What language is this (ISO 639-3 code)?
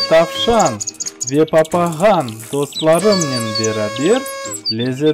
crh